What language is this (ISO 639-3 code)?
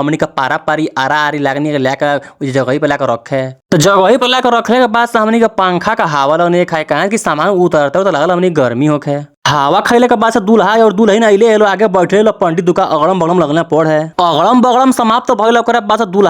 bho